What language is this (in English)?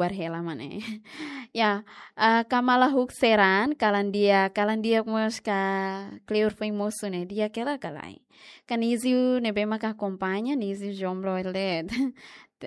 Tetum